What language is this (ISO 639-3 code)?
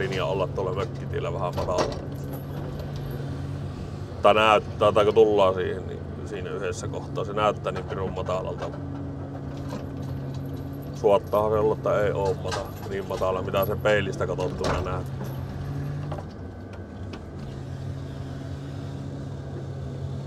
fin